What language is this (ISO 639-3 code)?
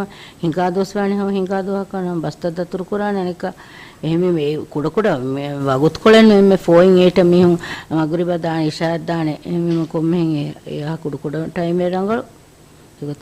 div